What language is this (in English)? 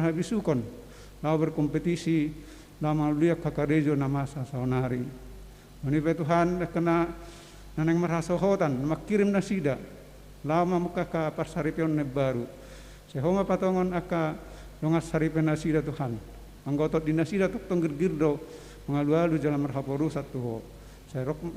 Batak Toba